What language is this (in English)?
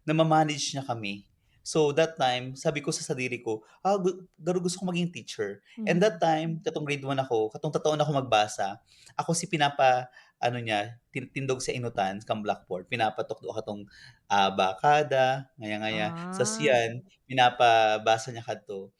Bikol